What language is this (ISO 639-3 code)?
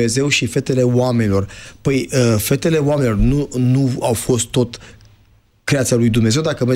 ron